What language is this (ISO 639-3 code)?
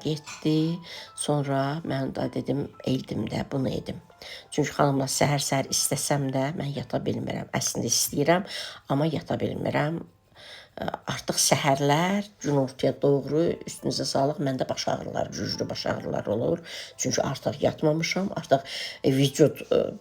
aze